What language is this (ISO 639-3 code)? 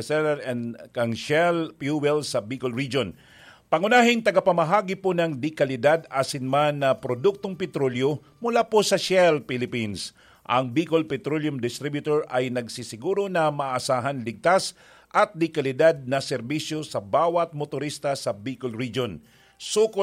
bik